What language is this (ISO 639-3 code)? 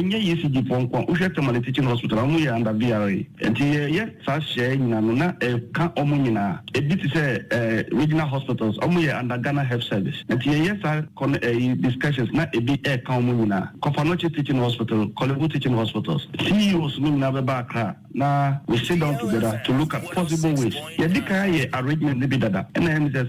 aka